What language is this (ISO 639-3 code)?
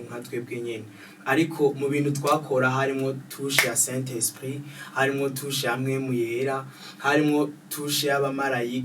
run